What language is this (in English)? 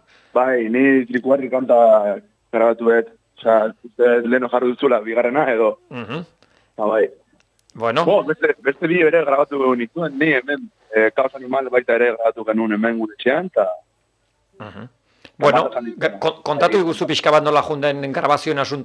Basque